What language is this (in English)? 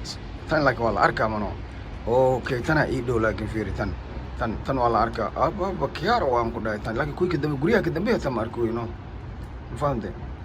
Somali